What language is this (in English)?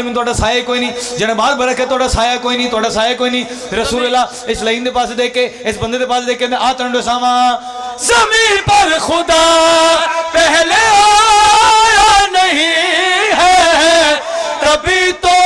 Pahari-Potwari